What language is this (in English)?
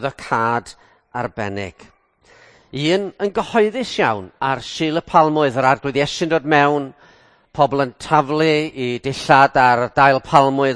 Welsh